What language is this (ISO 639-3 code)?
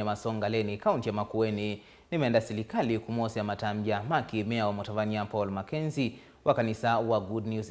kam